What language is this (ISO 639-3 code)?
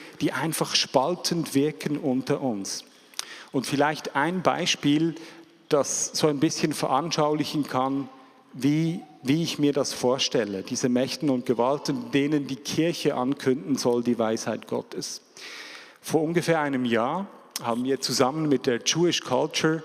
gsw